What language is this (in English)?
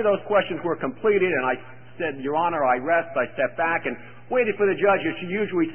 English